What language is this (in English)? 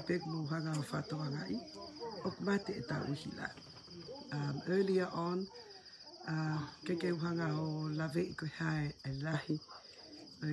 Tongan